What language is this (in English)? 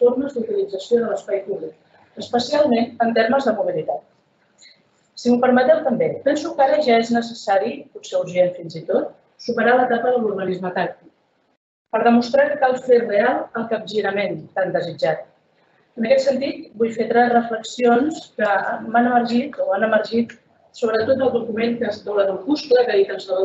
Catalan